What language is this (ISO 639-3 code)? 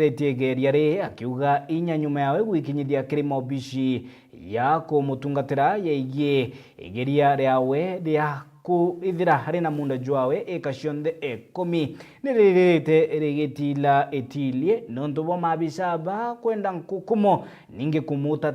mer